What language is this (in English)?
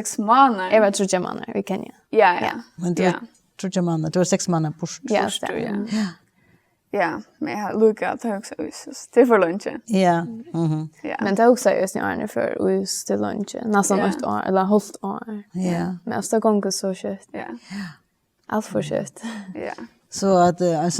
Faroese